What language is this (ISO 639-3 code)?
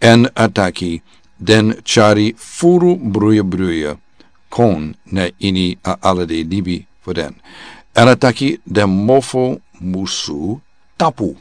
srn